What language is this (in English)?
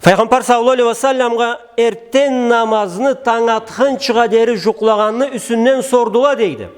Karachay-Balkar